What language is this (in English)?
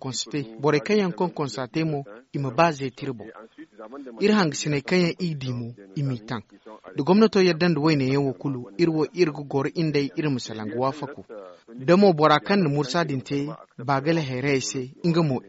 Zarma